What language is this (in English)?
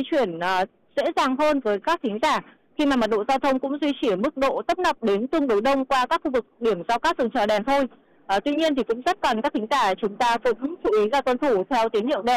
Vietnamese